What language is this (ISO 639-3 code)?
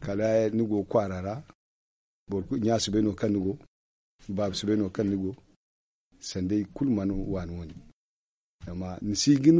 dje